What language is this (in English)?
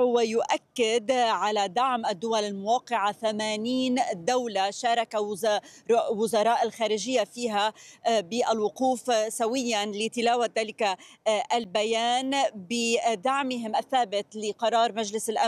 Arabic